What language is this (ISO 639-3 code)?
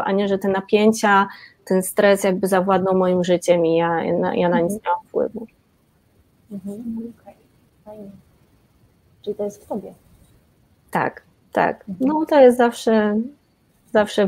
pol